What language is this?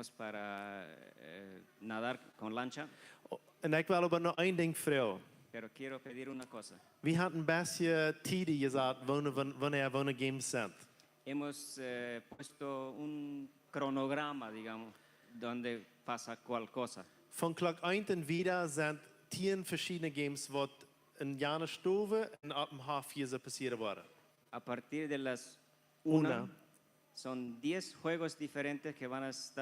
Plautdietsch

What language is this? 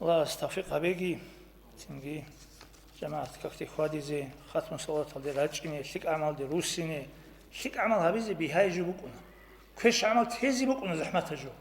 Avaric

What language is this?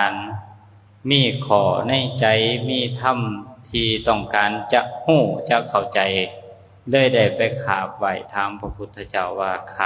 Lao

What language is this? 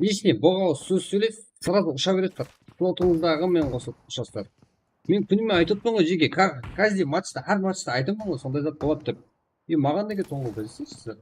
Kara-Kalpak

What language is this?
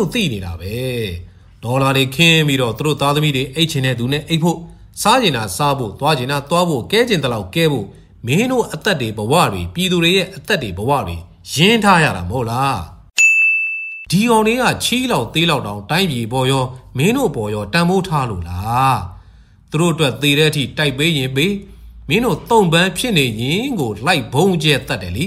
Burmese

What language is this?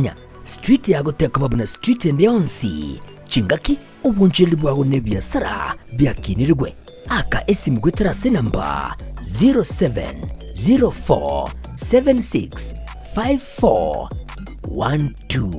Gusii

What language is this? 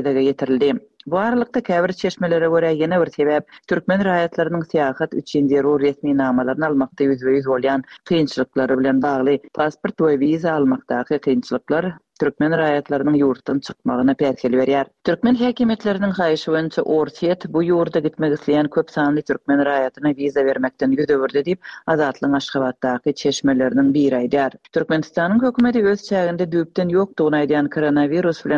Turkmen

